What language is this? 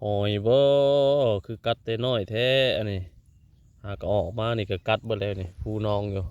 Northeastern Thai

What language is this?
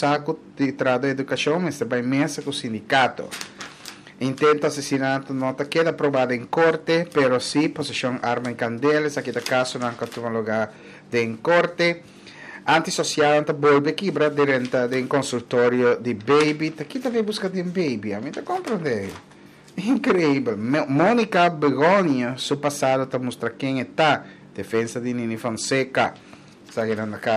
Papiamento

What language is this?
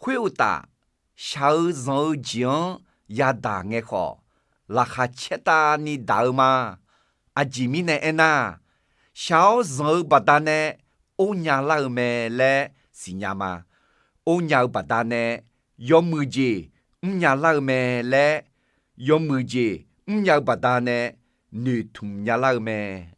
Akha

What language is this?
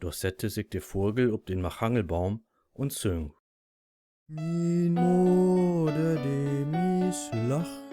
Low German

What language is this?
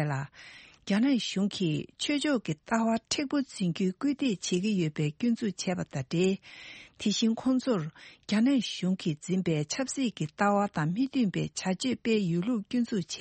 Tibetan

